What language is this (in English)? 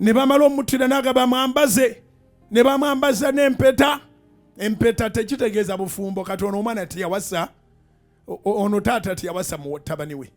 Ganda